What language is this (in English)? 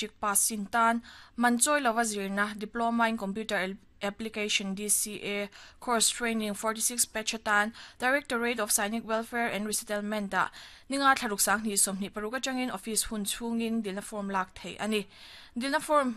Mizo